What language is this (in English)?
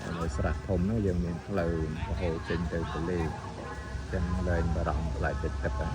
Khmer